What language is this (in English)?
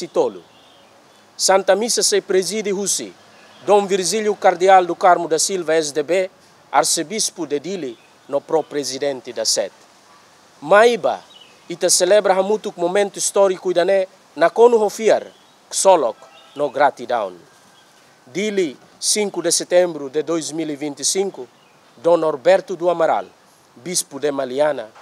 Tetum